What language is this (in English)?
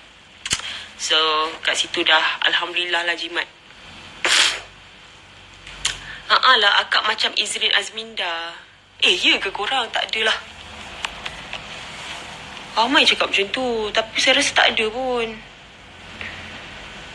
Malay